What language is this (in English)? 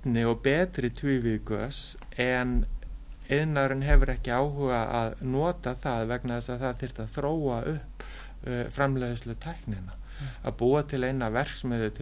Icelandic